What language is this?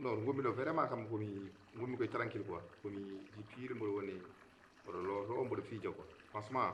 Fula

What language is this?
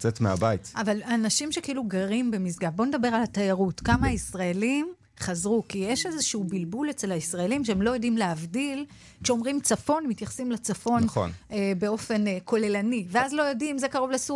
Hebrew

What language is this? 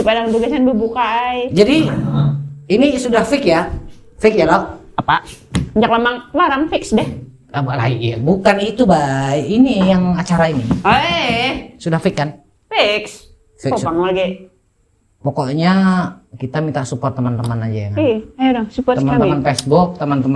Banjar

